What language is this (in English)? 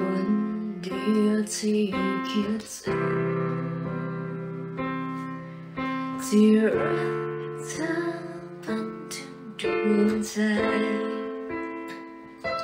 Thai